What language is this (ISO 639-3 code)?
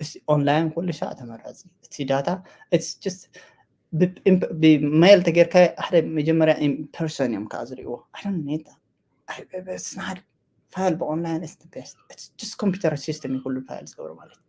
tir